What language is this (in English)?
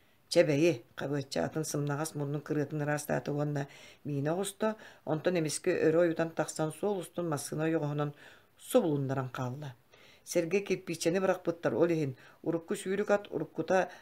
Yakut